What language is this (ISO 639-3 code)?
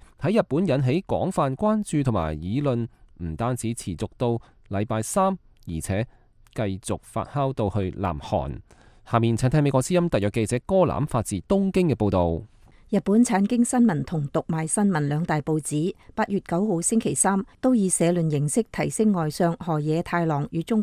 yue